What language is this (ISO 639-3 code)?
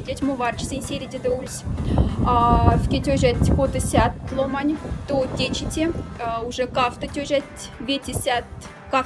mdf